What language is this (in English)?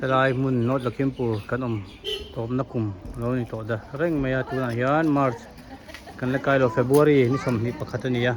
Mizo